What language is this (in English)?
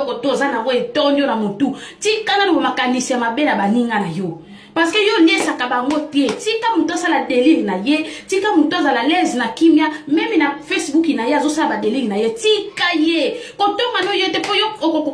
Lingala